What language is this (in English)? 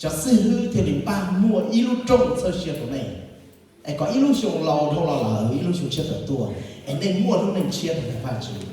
Hmong